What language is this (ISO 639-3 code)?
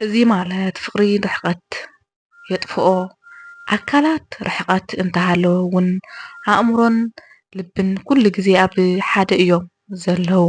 tir